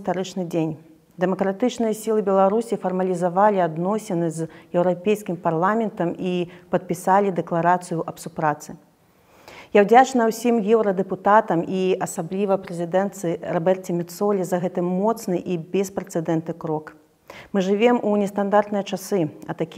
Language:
Belarusian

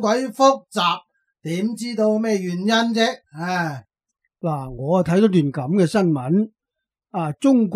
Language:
Cantonese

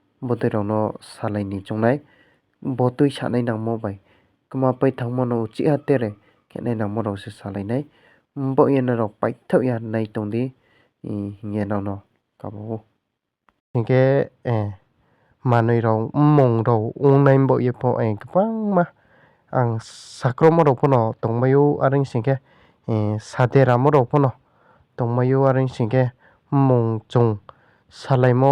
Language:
Riang (India)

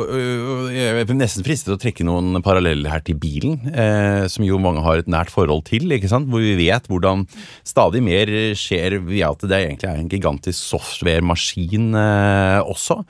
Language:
Norwegian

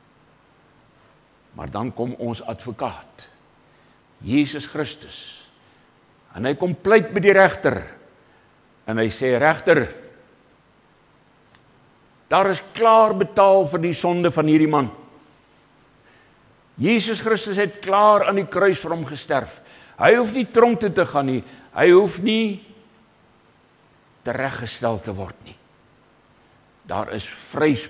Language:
Afrikaans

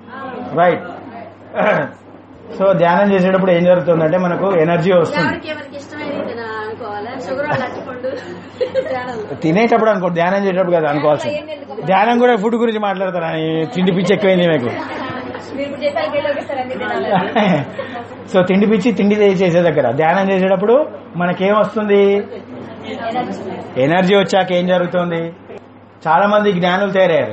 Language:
Telugu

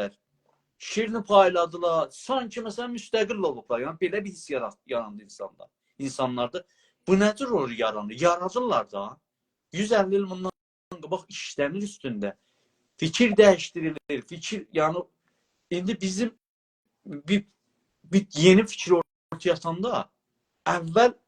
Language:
South Azerbaijani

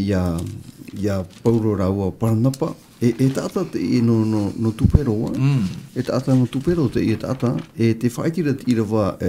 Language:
Tahitian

